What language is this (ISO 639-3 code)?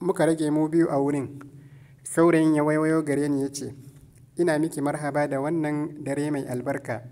hau